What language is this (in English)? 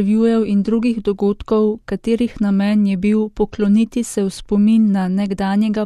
Slovenian